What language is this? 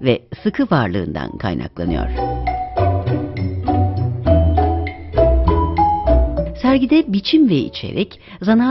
Turkish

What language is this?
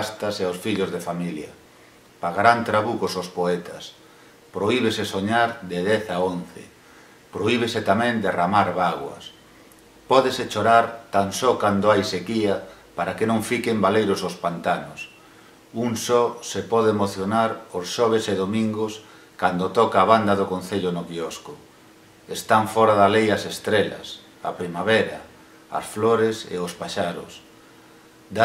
Galician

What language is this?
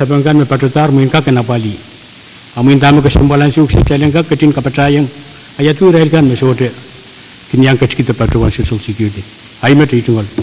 Pohnpeian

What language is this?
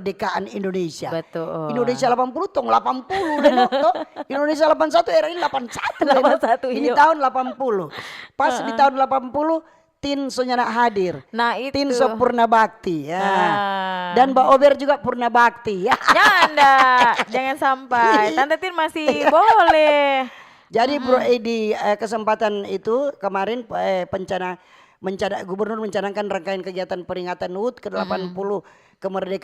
Manado Malay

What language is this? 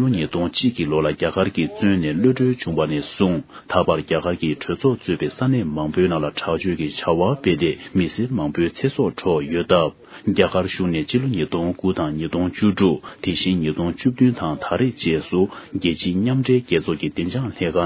Tibetan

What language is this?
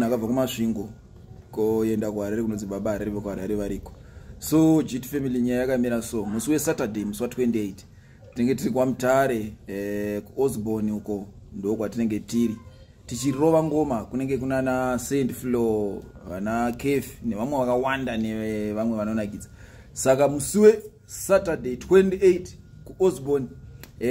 Shona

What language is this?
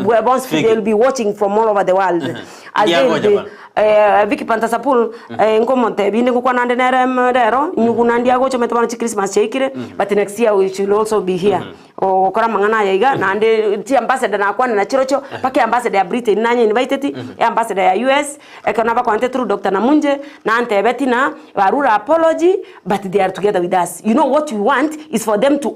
Gusii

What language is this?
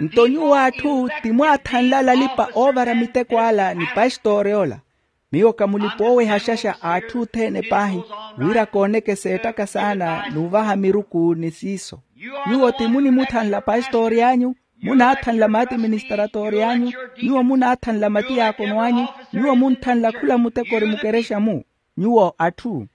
Makhuwa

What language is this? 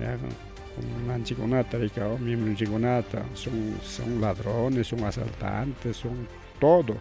Ayacucho Quechua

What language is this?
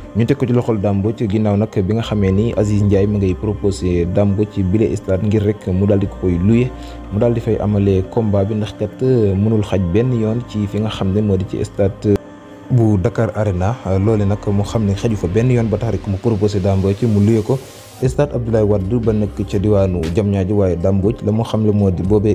Wolof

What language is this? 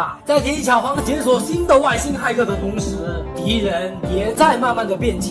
Chinese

